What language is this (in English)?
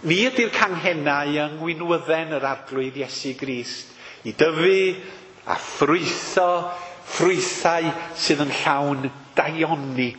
Welsh